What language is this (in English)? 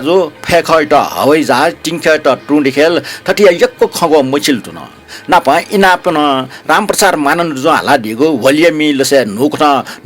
Newari